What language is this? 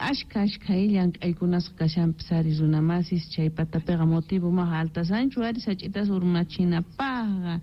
South Bolivian Quechua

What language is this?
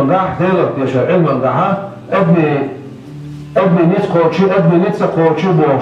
Chechen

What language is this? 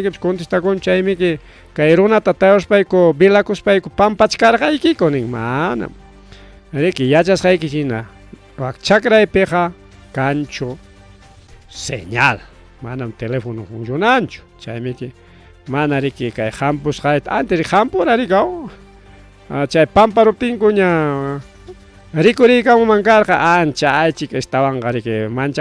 Ayacucho Quechua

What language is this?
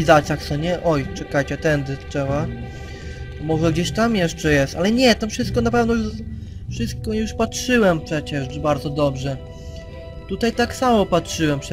Polish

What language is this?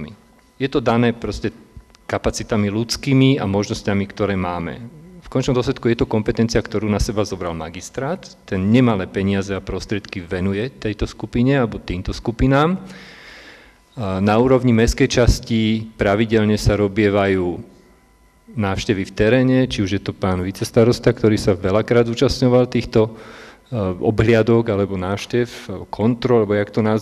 Slovak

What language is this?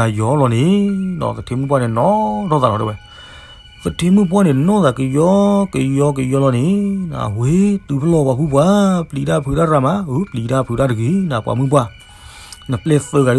S'gaw Karen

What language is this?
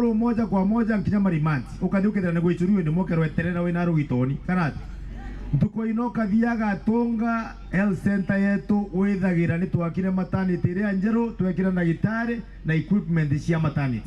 Meru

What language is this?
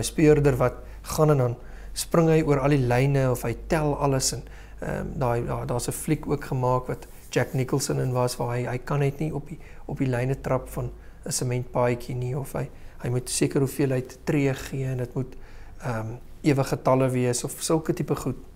Afrikaans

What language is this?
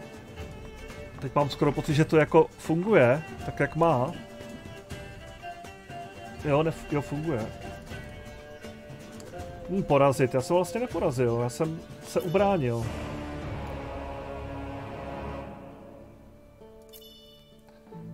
Czech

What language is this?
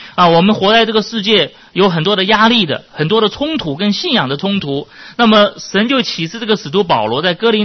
Chinese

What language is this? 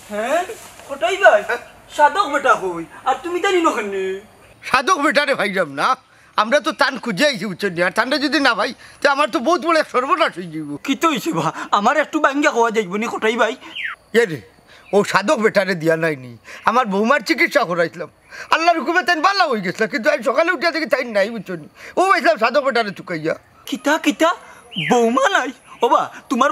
Sylheti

